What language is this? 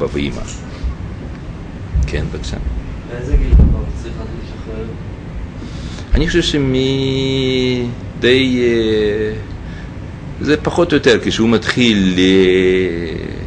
Hebrew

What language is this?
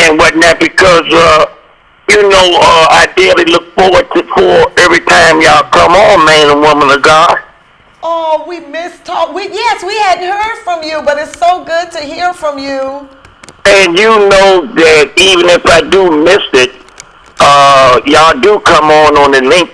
English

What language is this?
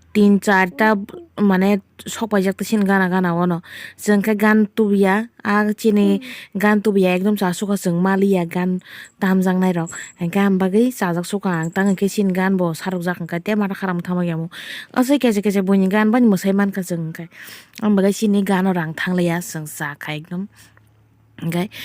Kok Borok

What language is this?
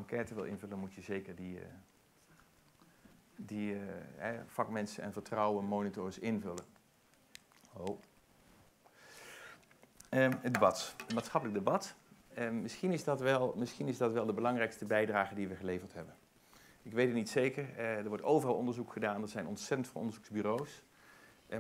Dutch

